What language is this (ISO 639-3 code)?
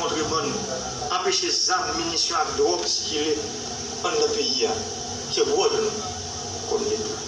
hat